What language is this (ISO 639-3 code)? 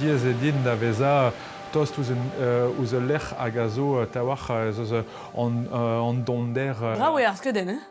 bre